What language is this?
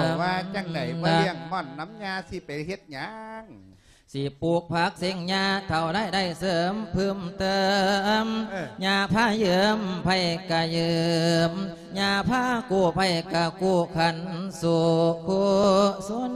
Lao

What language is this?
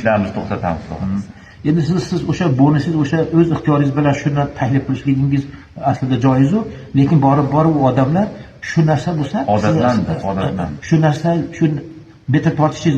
Uzbek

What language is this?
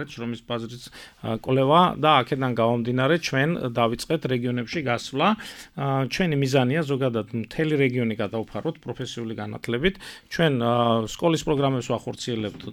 Georgian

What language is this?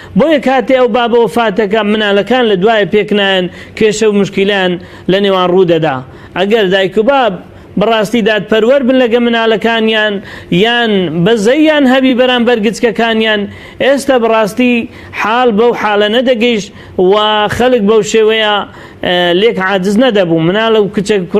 Central Kurdish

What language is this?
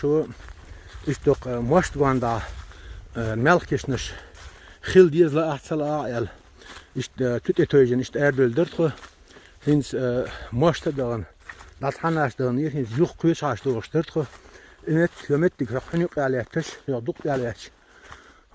Chechen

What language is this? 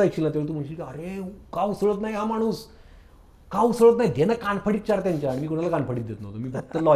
Marathi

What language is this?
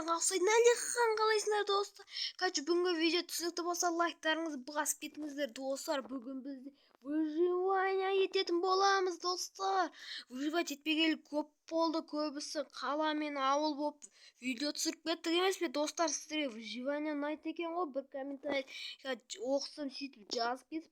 Kazakh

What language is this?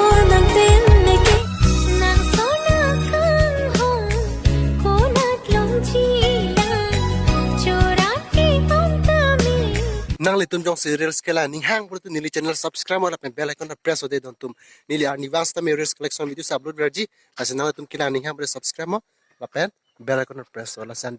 Karbi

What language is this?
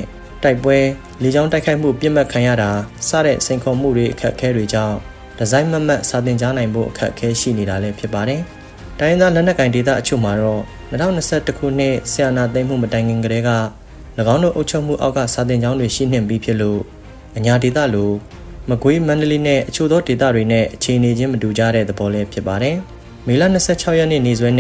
Burmese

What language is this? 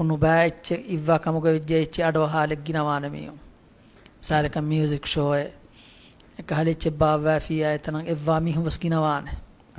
Divehi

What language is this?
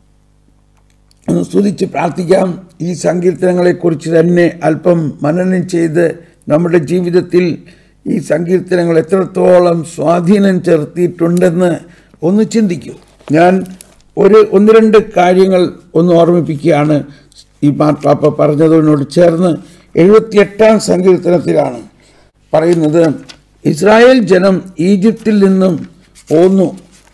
Malayalam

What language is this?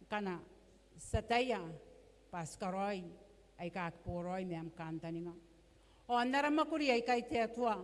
Gilbertese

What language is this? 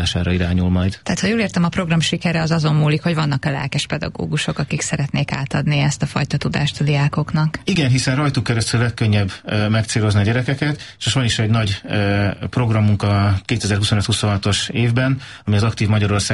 Hungarian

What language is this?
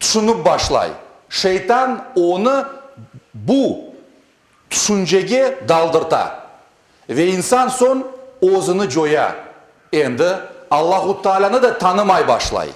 Crimean Tatar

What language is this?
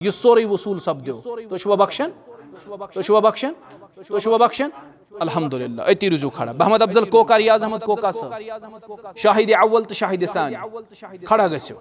Kashmiri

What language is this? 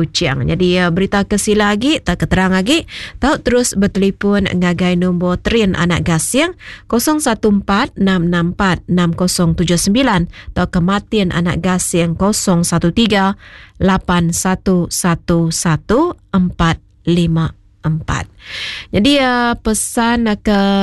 Iban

